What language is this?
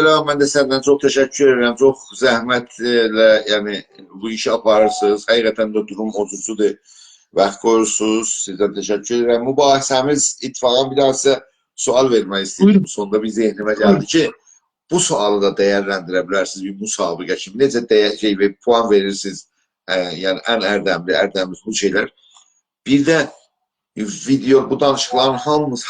South Azerbaijani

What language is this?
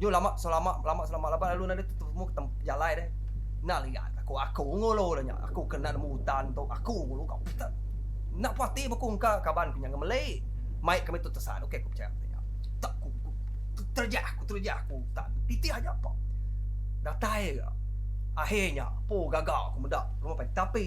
Iban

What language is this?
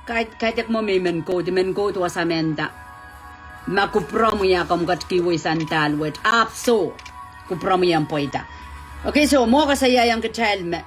Pohnpeian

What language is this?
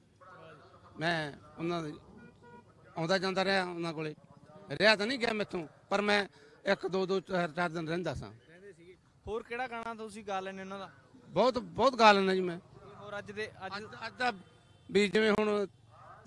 Punjabi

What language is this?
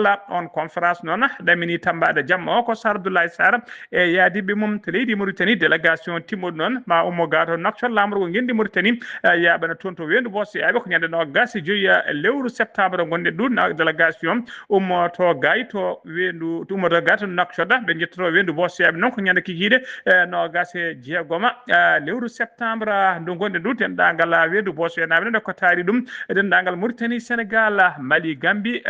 Fula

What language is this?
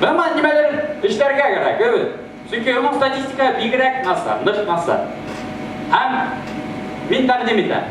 Bashkir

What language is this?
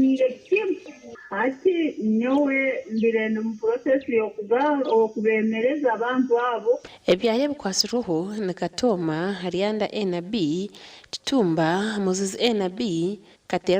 Nyankole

